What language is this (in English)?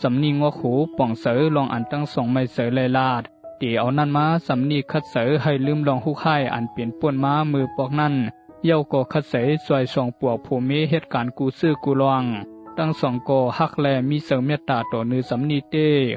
Shan